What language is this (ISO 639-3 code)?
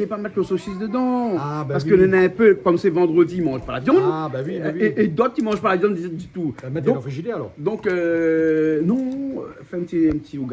rcf